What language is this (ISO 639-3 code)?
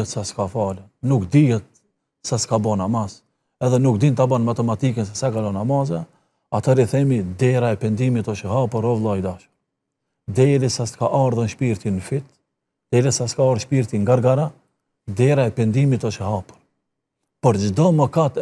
sqi